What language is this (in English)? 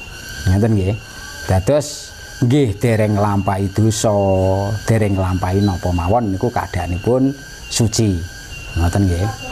Javanese